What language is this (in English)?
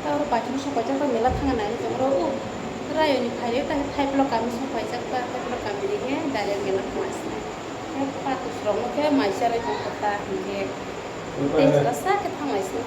Kok Borok